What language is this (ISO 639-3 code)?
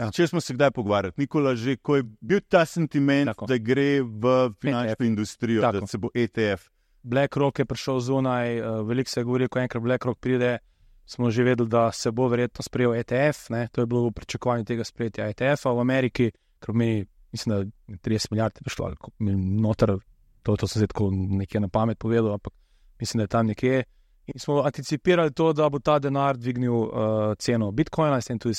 slv